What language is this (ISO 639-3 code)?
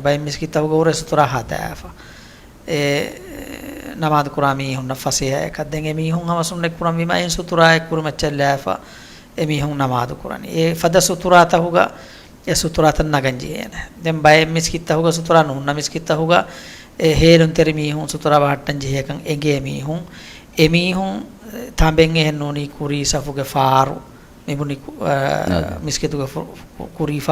div